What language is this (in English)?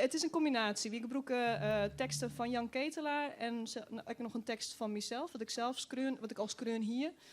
Western Frisian